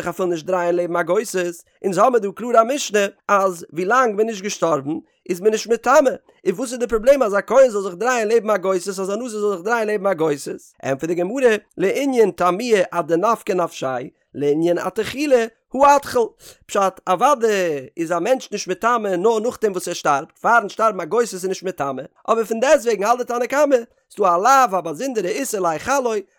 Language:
Yiddish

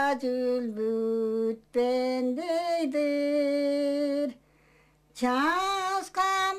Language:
Tuvinian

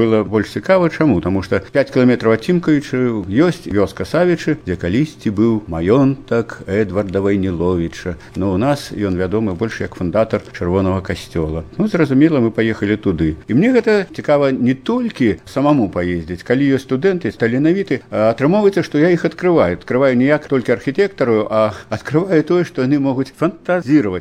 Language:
Belarusian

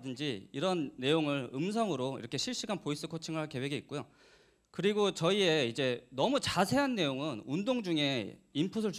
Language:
Korean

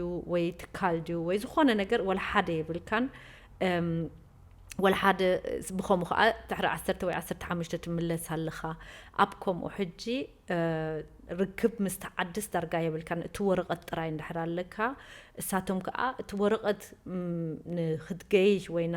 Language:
Tigrinya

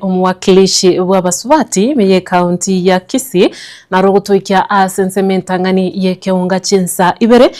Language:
Gusii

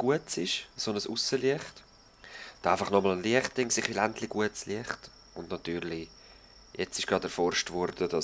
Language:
Swiss German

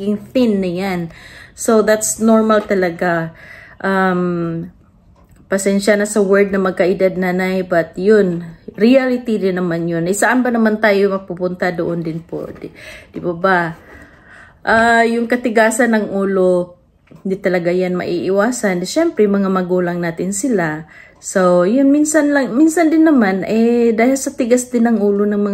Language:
Filipino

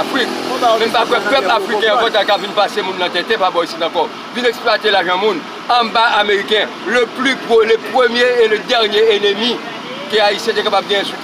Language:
Haitian Creole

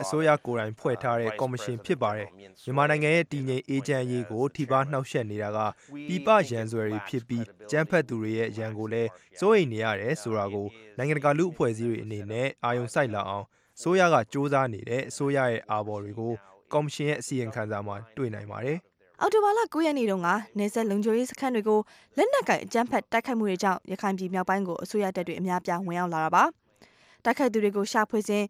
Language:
Burmese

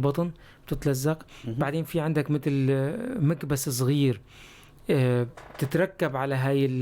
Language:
North Levantine Arabic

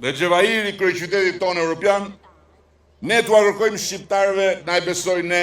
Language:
Albanian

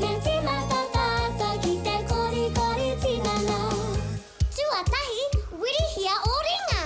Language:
Māori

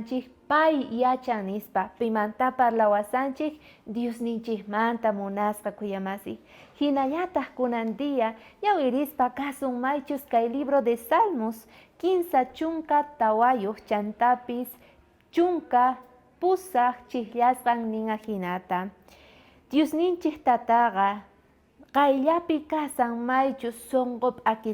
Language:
South Bolivian Quechua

